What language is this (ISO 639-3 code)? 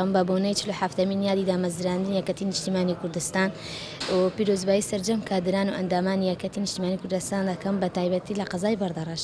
ckb